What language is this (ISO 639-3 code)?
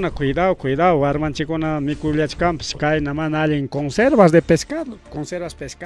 quy